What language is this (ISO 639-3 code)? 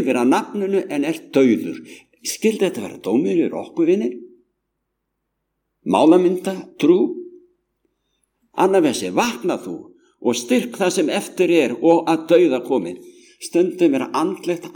isl